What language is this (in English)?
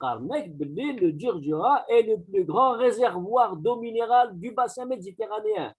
Kabyle